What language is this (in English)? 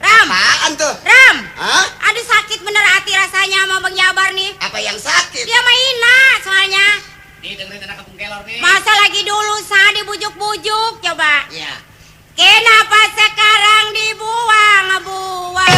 Betawi